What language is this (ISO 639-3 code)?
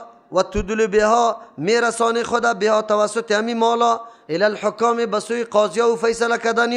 fas